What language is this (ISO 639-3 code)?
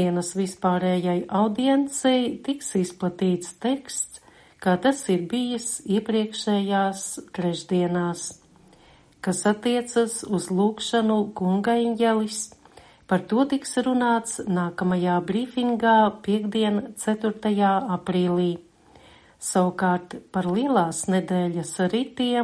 lav